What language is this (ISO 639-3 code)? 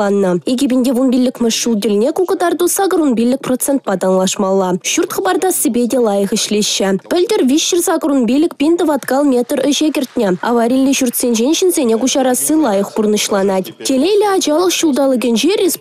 chv